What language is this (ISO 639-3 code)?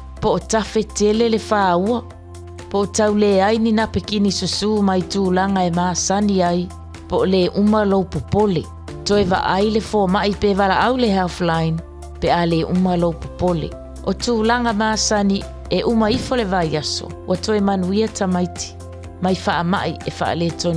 smo